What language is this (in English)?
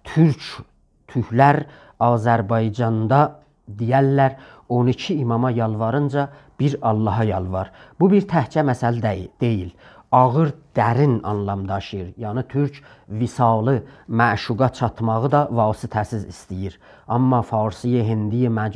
South Azerbaijani